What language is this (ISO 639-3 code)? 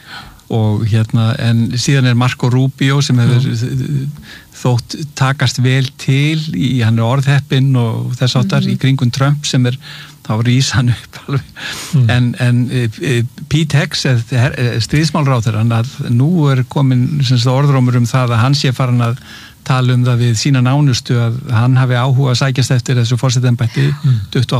isl